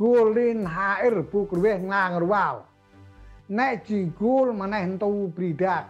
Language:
Central Mnong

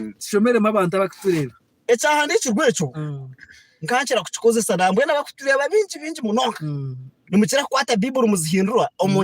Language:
Nyankole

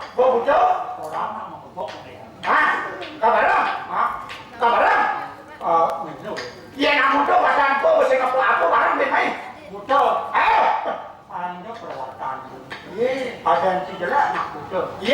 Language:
Balinese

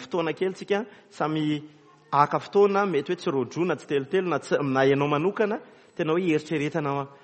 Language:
Malagasy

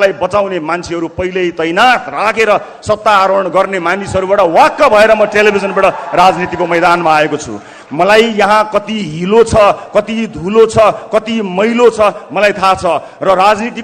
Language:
Nepali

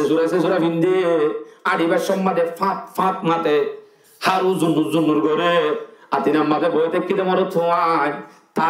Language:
Rohingya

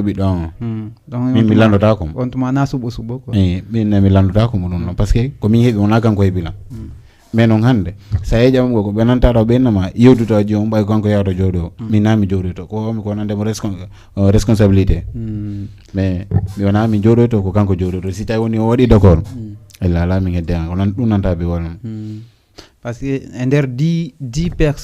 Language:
Fula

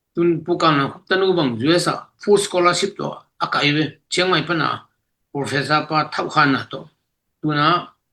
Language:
Tedim Chin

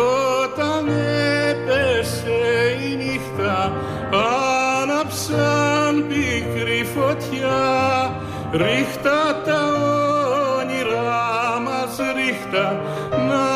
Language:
Greek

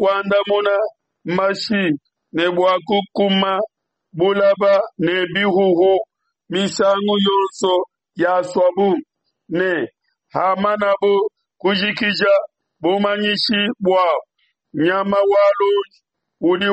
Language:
Luba-Lulua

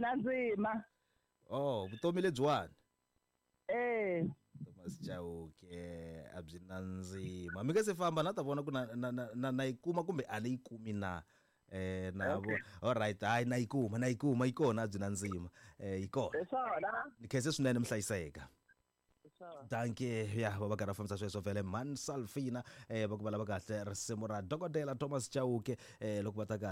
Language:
Tsonga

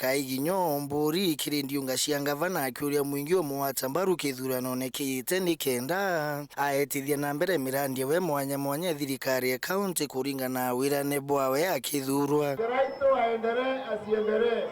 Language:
Meru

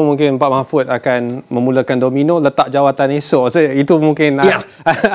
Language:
Malay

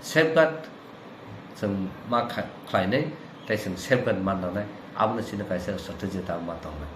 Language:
Kok Borok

